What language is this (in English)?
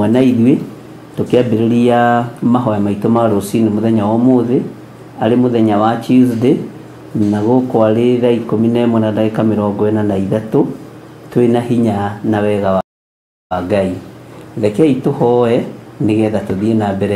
Kikuyu